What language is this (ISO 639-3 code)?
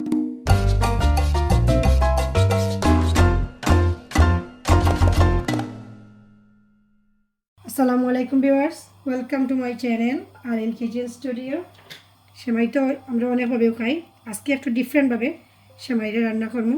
syl